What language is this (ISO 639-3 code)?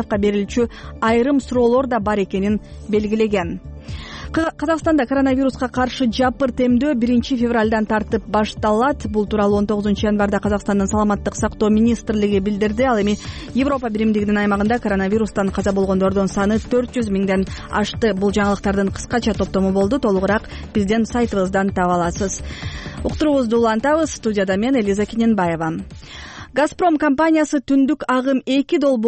kir